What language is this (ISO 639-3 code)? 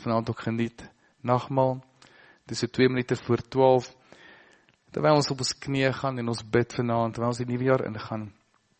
afr